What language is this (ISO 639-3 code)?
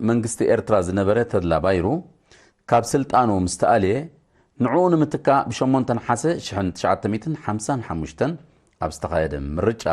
tir